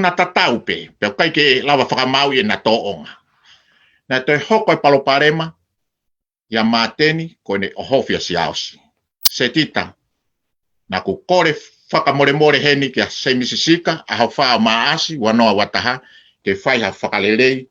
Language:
Tongan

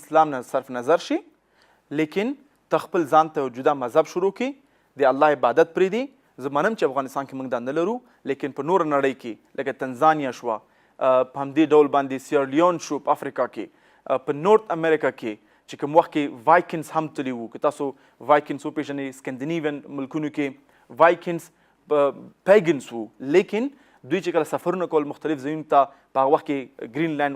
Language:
Pashto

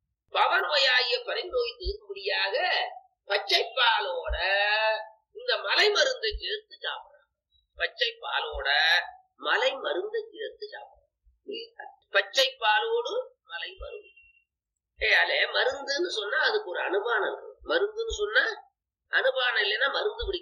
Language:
Tamil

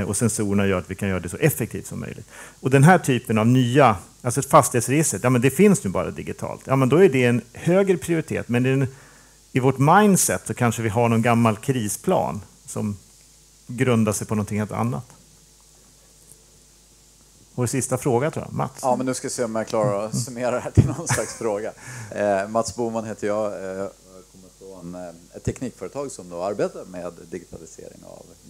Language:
Swedish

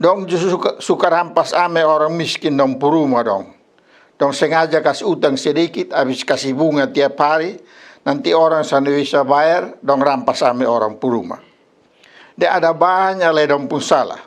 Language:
Kupang Malay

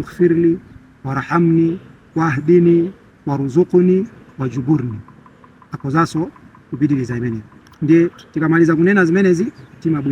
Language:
Nyanja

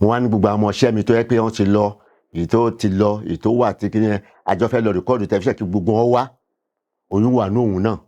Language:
Yoruba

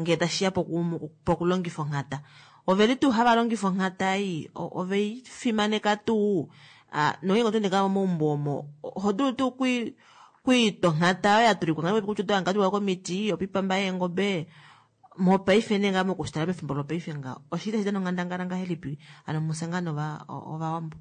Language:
Kuanyama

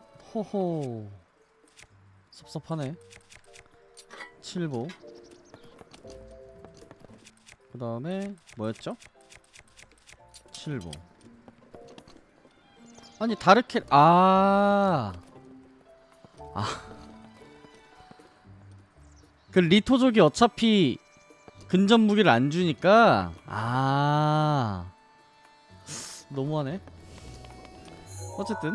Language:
Korean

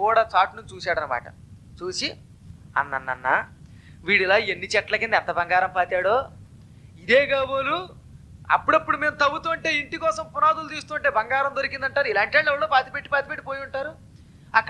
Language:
Telugu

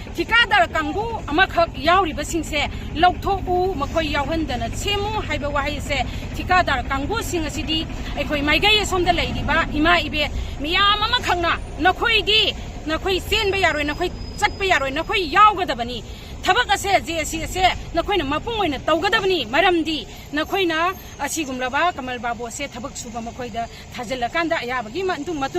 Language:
Manipuri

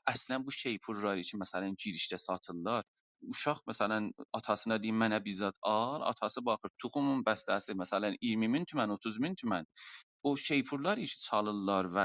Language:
South Azerbaijani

